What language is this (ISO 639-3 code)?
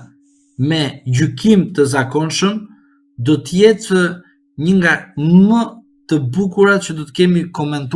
sqi